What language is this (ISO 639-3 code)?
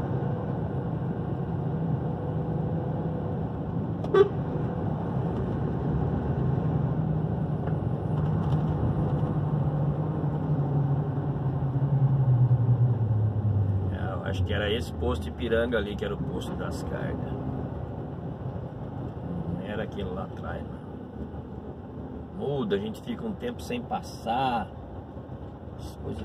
por